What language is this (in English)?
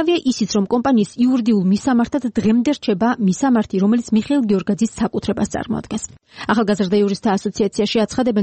Georgian